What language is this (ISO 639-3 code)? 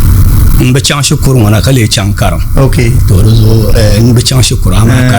dag